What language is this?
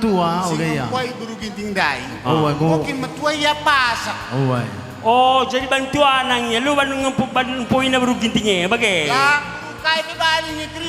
Batak Karo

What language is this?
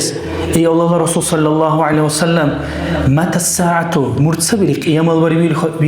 Dargwa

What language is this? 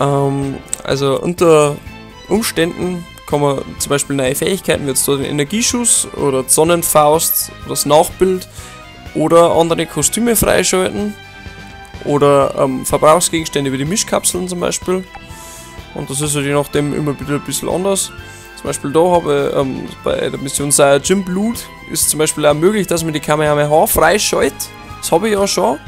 Bavarian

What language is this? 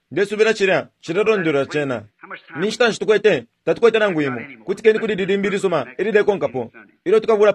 Bemba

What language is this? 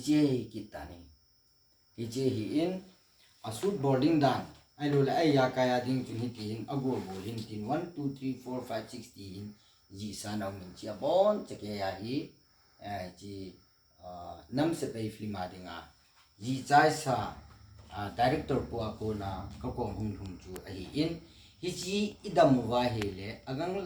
Thado Chin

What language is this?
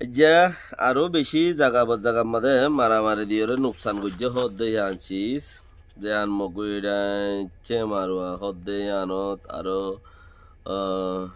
Rohingya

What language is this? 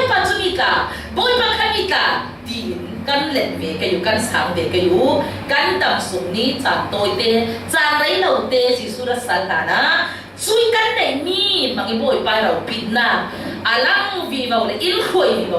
Falam Chin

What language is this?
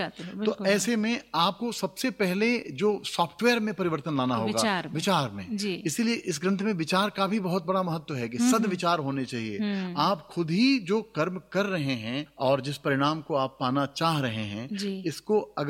Hindi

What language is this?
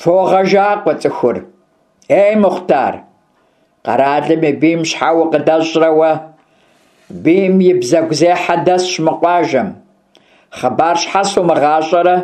Kabardian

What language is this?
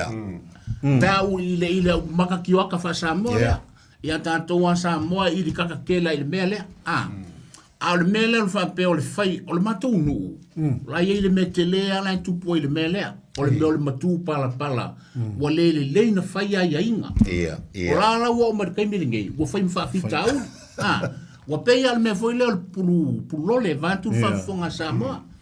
Samoan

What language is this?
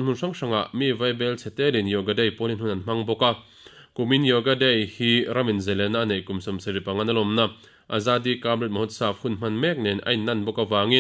Mizo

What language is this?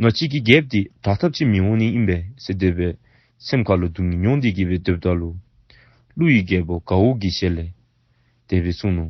Dzongkha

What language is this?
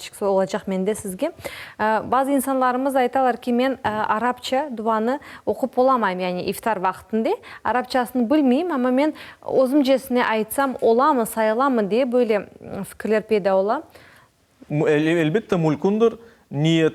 Crimean Tatar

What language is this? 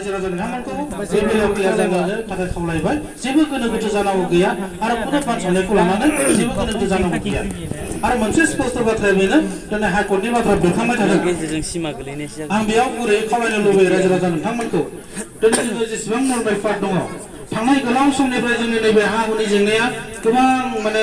Bodo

